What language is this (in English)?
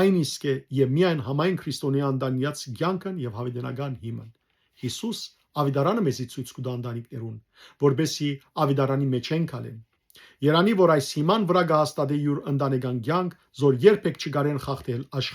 Western Armenian